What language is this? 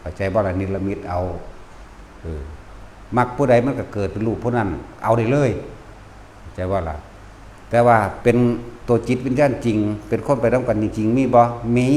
Lao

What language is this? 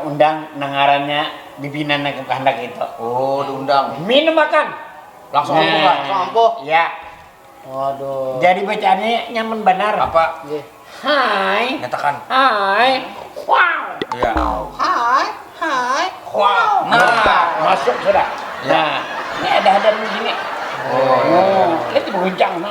Banjar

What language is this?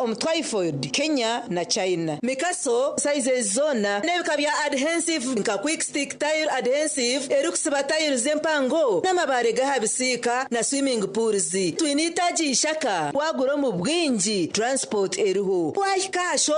Nyankole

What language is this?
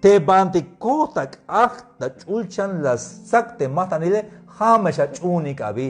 Tzeltal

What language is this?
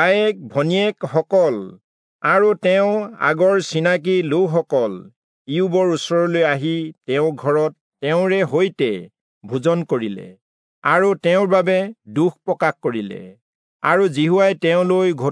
Assamese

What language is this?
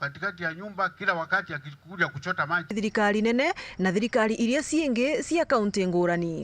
Meru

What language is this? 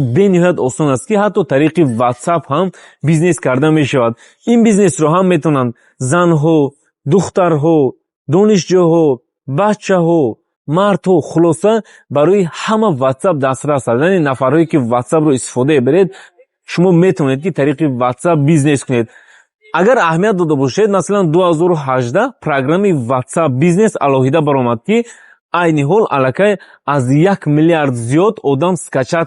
Tajik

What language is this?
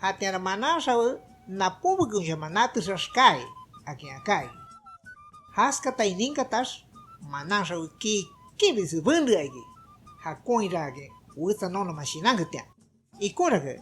Shipibo-Conibo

